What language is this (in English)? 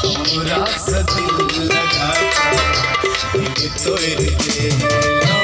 Maithili